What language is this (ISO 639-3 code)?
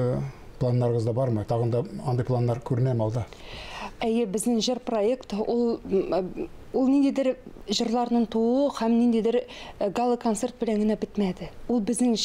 tat